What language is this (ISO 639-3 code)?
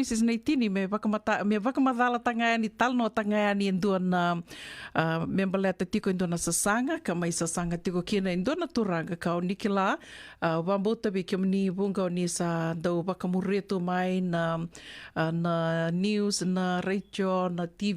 fij